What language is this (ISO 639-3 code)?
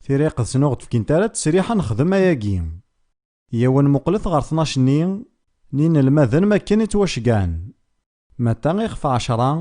kab